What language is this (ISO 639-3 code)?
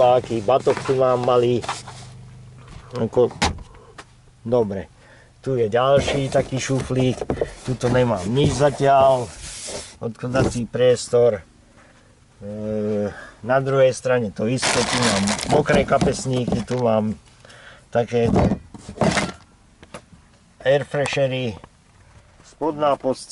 slk